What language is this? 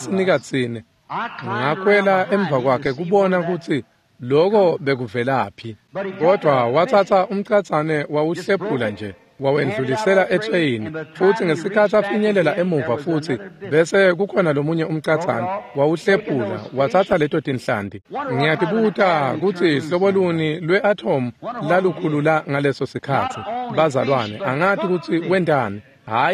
Swati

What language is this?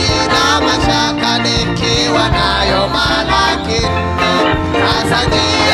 Swahili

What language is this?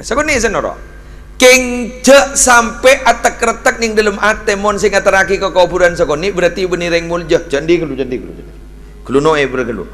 Madurese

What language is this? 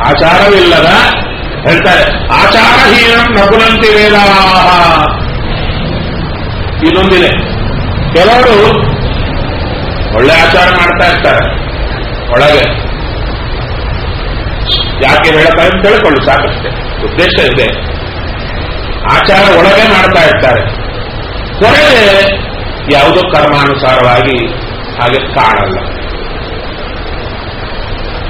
Kannada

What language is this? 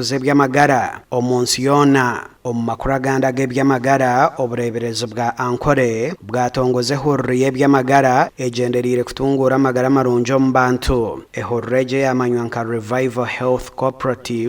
Nyankole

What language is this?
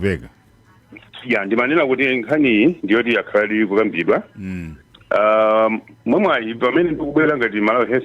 Nyanja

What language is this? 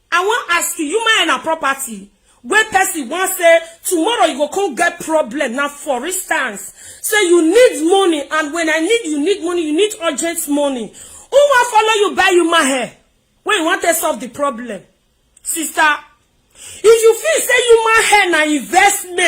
Nigerian Pidgin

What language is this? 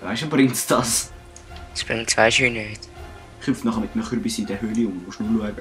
Swiss German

